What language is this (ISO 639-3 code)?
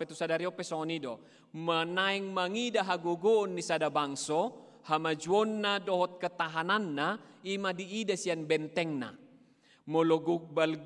bbc